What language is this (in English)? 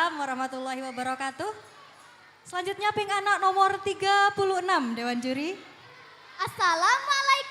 Madurese